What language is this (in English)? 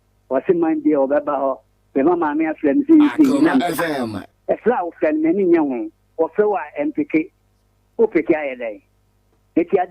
Akan